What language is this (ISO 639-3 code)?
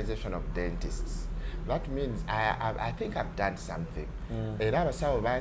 lug